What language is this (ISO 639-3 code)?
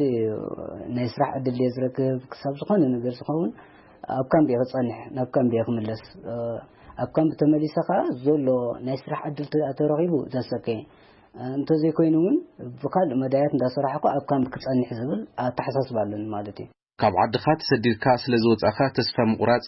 tir